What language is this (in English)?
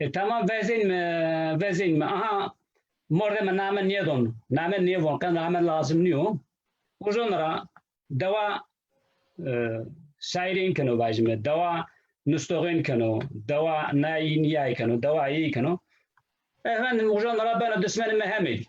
Zaza